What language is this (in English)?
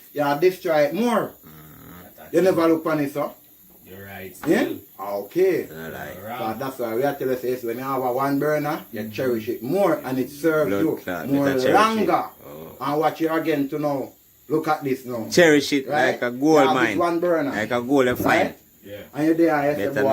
Jamaican Creole English